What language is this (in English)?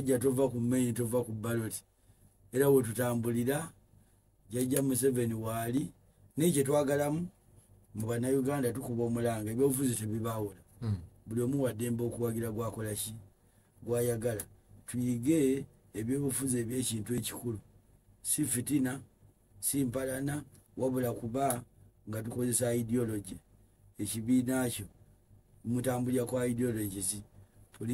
Ganda